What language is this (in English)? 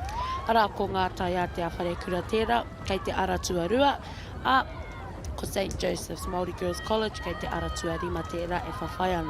Māori